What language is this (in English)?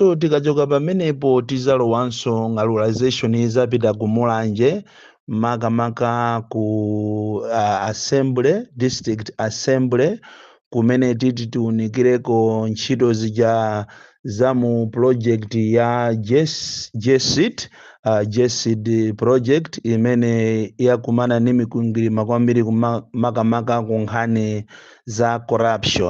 Nyanja